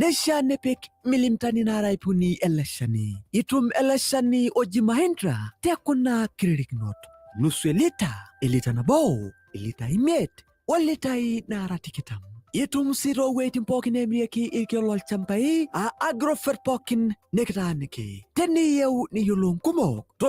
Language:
Masai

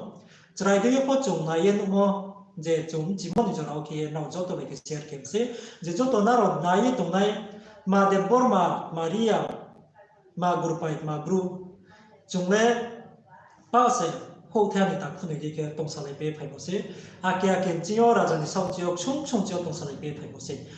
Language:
Riang (India)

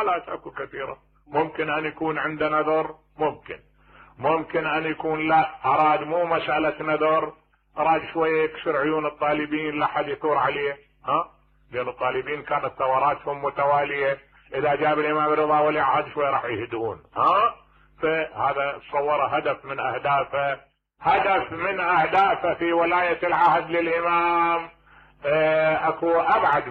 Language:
Mesopotamian Arabic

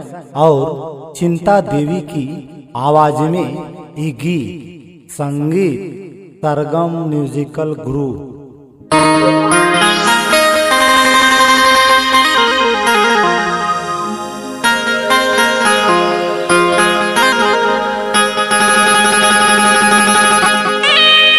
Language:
Sadri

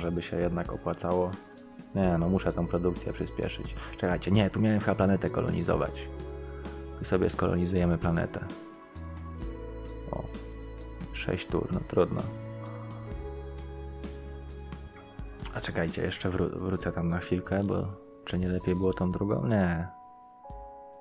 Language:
Polish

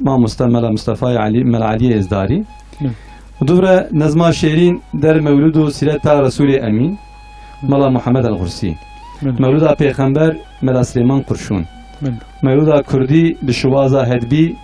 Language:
Kurdish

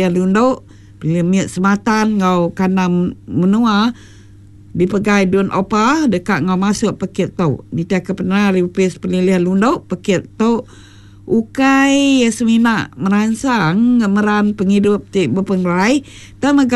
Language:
Iban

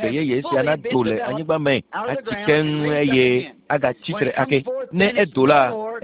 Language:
Ewe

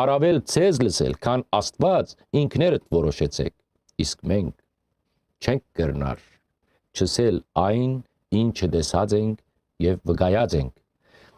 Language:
Western Armenian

